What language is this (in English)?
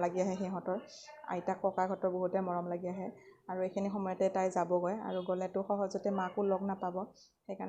Assamese